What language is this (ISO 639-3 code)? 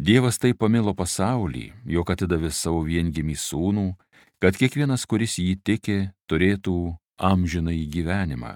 lit